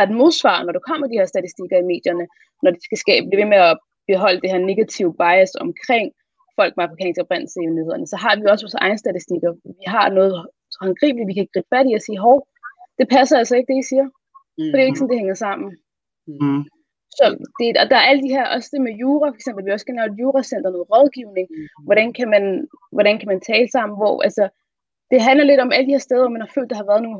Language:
Danish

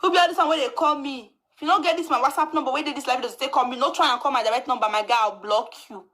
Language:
Nigerian Pidgin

